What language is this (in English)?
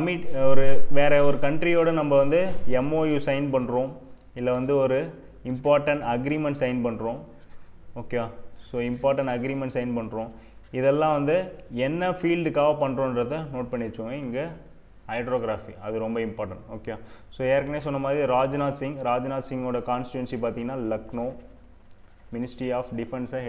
Tamil